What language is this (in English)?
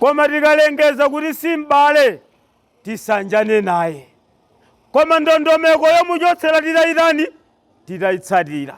Nyanja